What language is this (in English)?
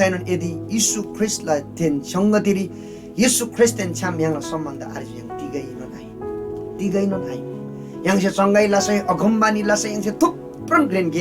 Eastern Tamang